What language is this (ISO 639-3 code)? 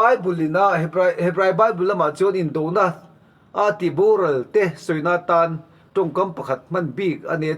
lus